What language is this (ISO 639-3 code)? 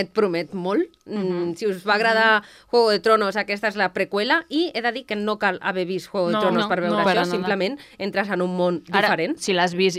cat